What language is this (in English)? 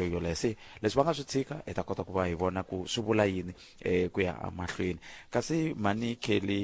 Tsonga